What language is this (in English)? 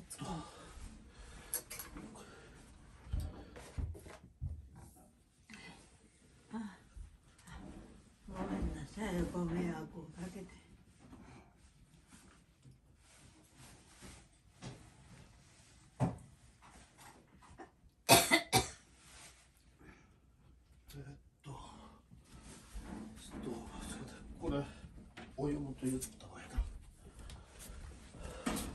Japanese